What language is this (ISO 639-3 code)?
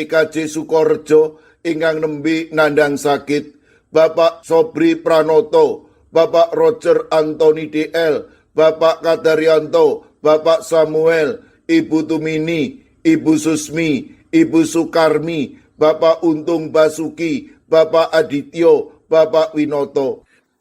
jav